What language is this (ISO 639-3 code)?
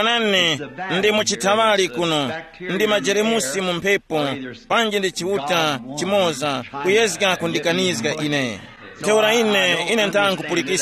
tum